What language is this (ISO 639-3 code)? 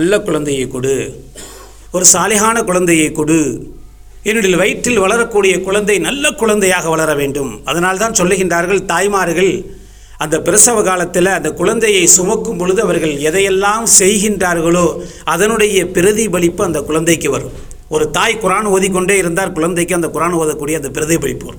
tam